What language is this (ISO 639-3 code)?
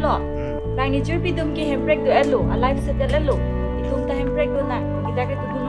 mjw